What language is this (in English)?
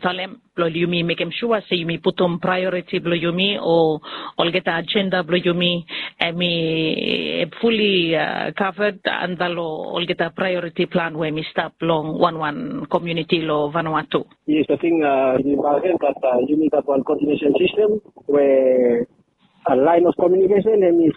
Bislama